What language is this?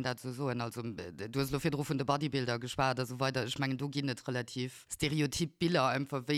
Luxembourgish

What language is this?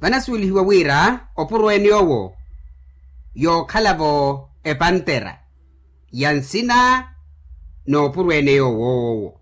Makhuwa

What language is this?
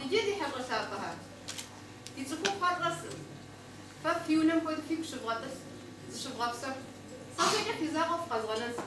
Kabardian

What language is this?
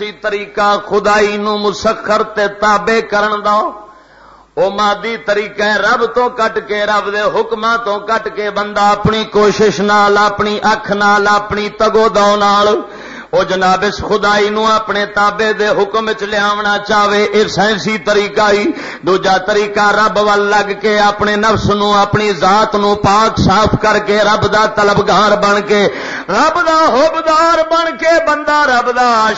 Western Panjabi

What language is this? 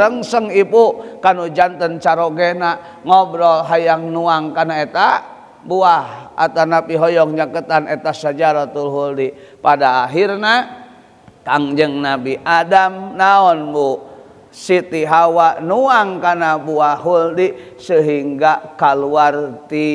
Sundanese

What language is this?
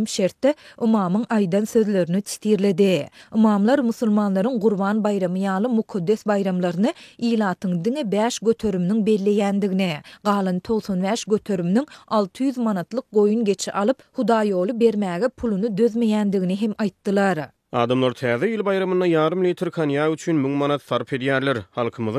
Turkmen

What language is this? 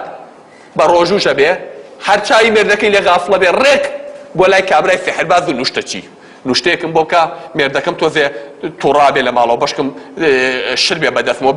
Central Kurdish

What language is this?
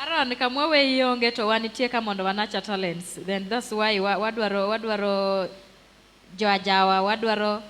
Luo (Kenya and Tanzania)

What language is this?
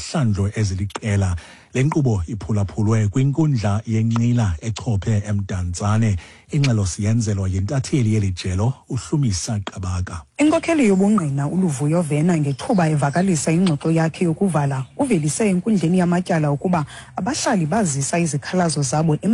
Xhosa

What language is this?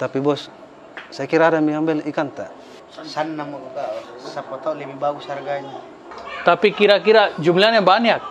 Makassar Malay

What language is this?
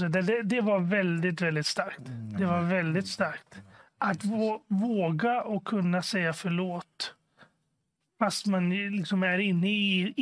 Swedish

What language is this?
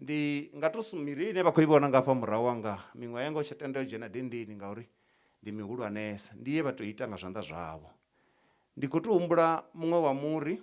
Venda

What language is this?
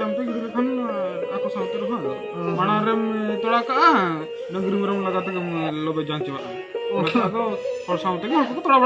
Santali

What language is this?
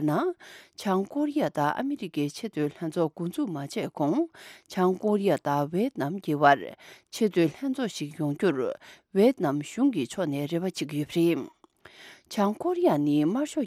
Tibetan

